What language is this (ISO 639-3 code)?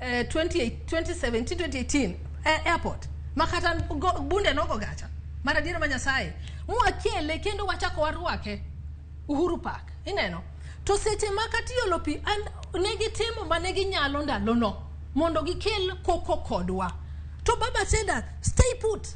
luo